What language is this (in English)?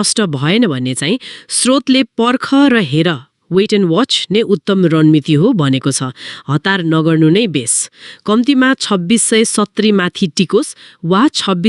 Nepali